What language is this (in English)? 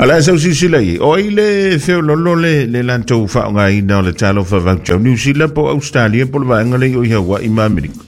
Samoan